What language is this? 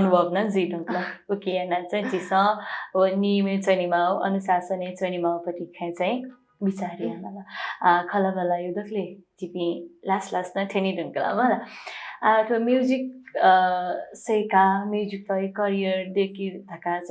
Newari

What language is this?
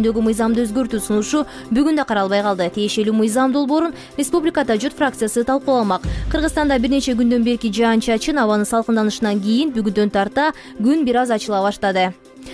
Kyrgyz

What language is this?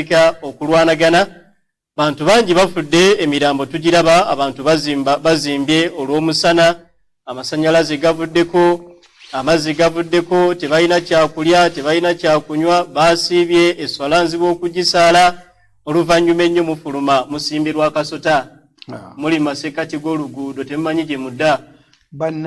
Ganda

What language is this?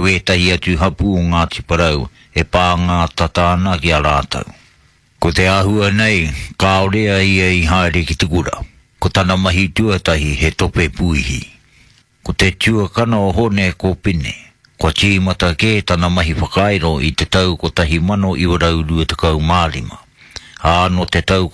Māori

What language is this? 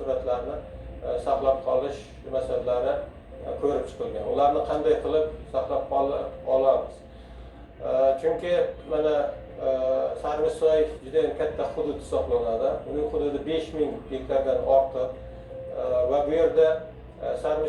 Uzbek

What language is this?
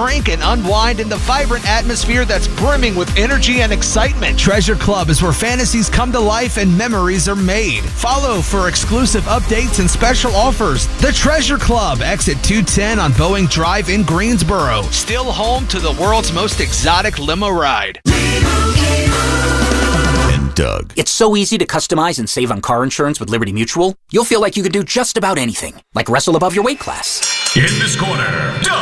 English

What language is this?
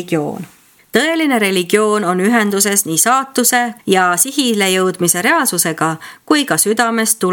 Estonian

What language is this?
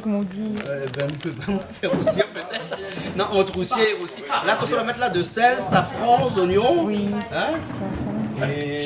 Réunion Creole French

